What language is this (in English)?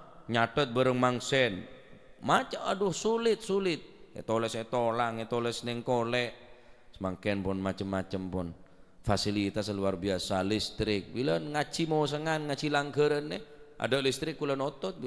Madurese